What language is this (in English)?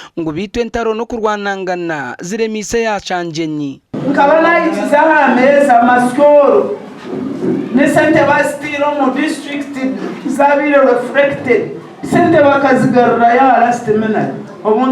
Nyankole